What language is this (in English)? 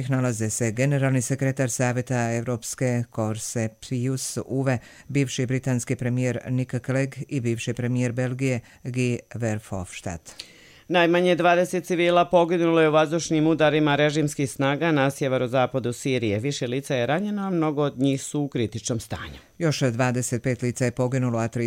Bosnian